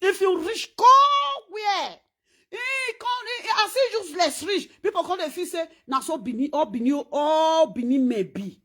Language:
Nigerian Pidgin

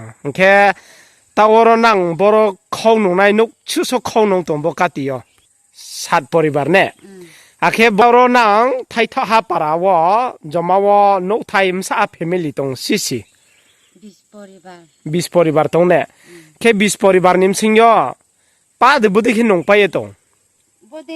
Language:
Riang (India)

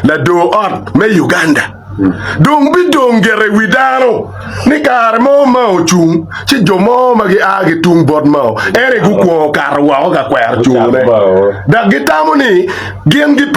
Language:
Acoli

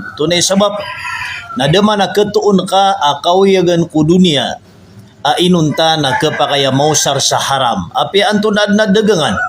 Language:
Maranao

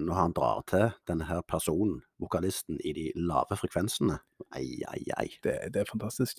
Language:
Norwegian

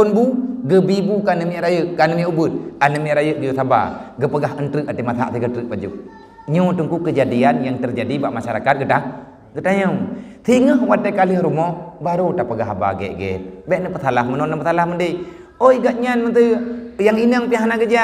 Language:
Achinese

